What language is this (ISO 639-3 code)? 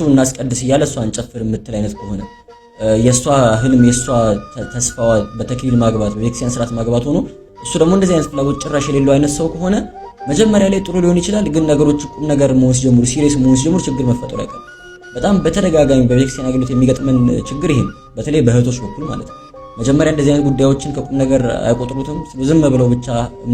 amh